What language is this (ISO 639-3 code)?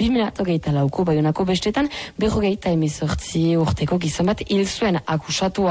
eus